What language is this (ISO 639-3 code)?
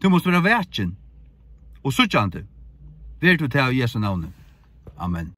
fao